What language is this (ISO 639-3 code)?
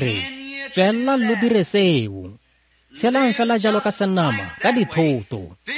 tsn